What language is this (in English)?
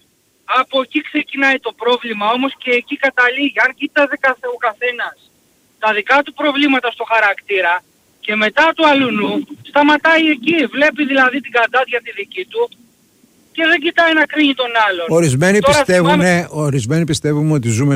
Greek